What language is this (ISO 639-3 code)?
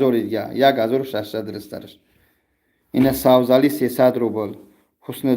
tgk